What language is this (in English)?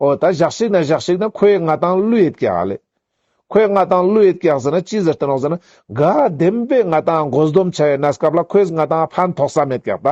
Ladakhi